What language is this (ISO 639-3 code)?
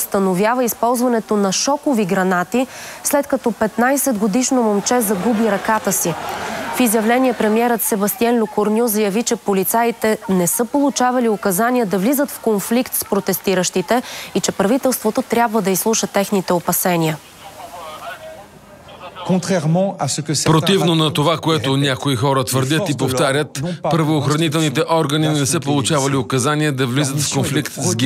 bul